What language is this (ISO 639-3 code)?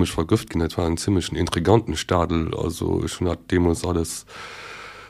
ltz